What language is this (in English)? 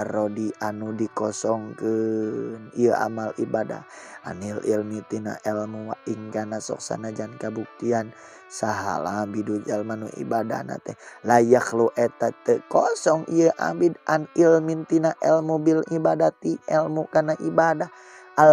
Sundanese